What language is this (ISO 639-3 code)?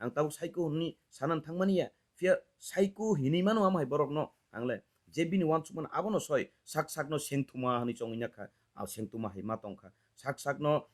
trp